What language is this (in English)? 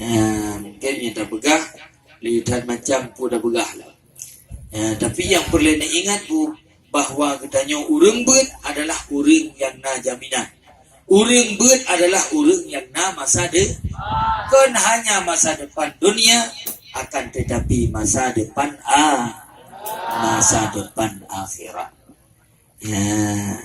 Achinese